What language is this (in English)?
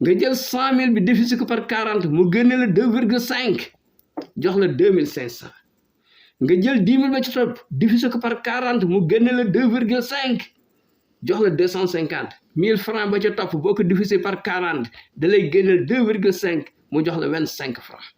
Wolof